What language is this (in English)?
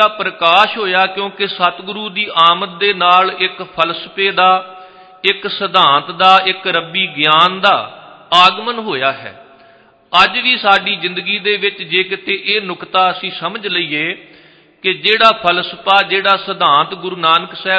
Punjabi